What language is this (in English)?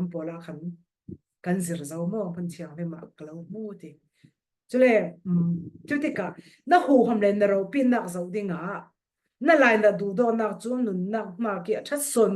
Falam Chin